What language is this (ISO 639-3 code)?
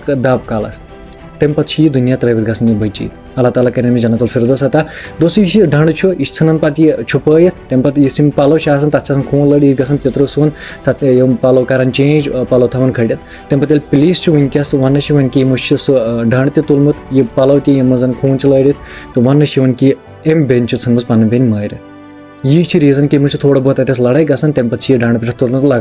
kas